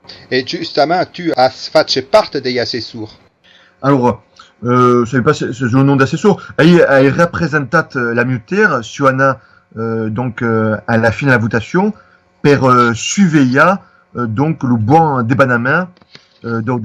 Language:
Occitan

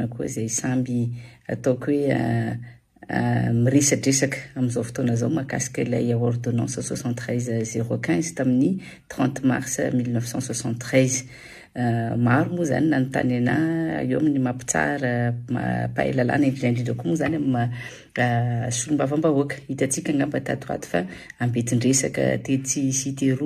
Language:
Malagasy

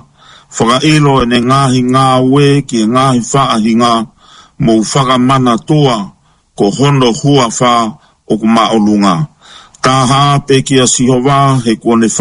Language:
Tongan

